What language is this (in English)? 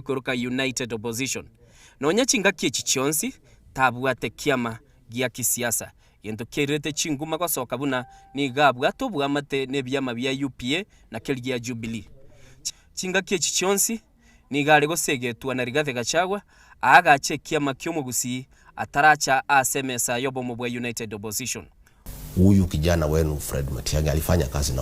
Gusii